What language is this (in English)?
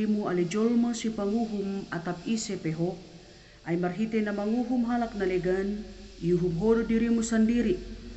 Batak Simalungun